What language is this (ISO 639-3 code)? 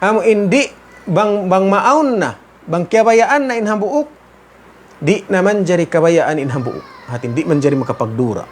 tsg